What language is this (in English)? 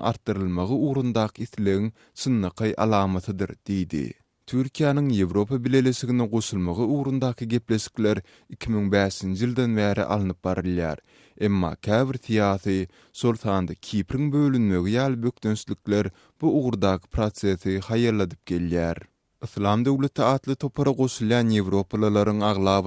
Turkmen